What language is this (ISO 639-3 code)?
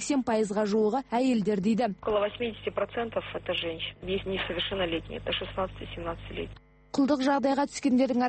kaz